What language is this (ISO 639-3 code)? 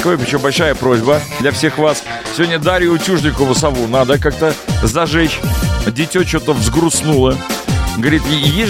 rus